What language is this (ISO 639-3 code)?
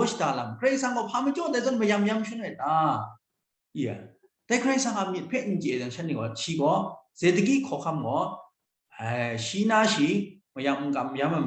kac